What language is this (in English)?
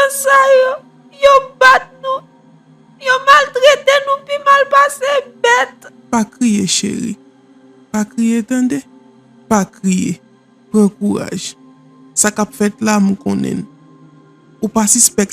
Haitian Creole